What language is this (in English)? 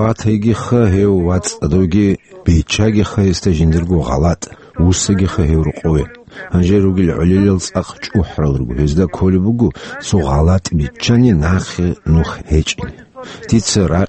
Avaric